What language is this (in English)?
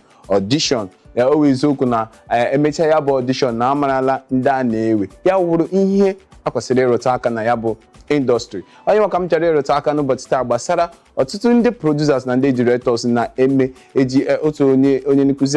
Igbo